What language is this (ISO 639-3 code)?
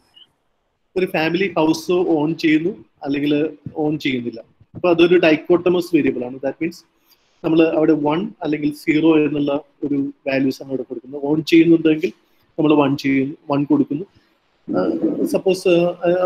mal